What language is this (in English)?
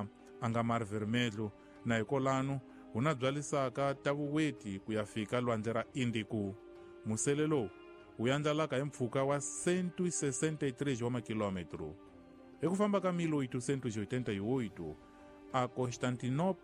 Tsonga